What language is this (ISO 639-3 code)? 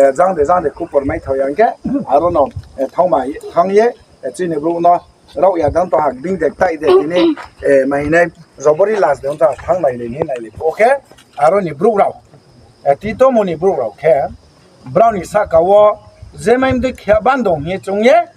ria